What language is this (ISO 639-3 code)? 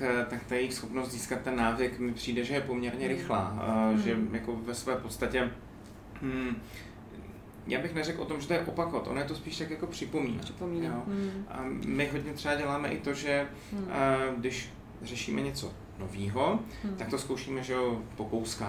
ces